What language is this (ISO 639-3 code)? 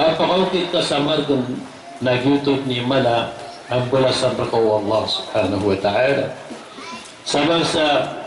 mrw